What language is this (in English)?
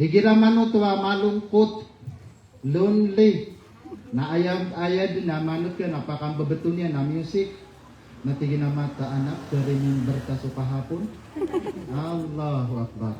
Maranao